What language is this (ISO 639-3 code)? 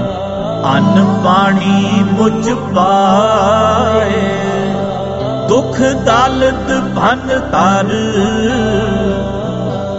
hin